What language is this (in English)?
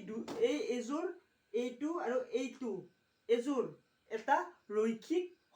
Assamese